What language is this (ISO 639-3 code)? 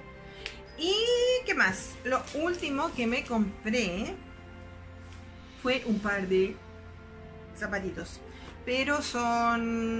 spa